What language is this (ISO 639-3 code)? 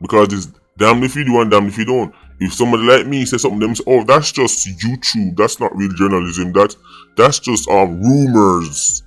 jam